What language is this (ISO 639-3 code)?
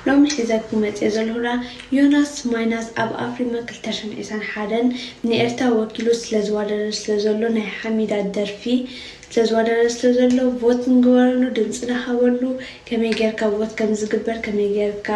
tir